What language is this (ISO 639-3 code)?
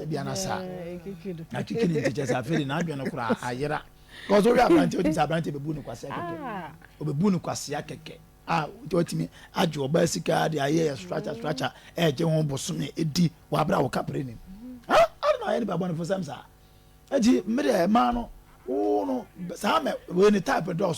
aka